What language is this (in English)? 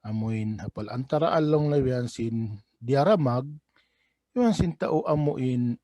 Tausug